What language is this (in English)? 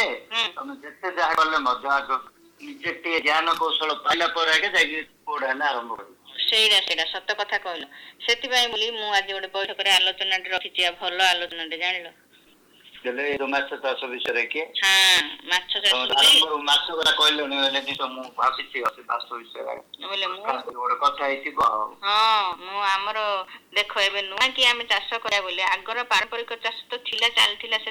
Odia